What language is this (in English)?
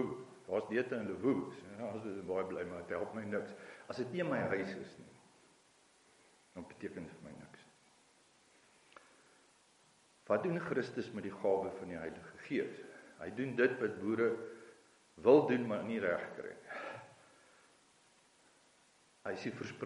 Afrikaans